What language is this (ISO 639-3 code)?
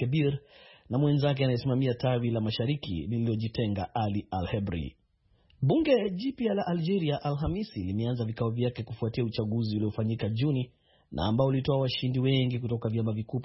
swa